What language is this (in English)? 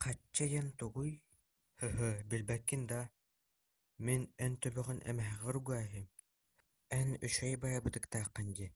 Yakut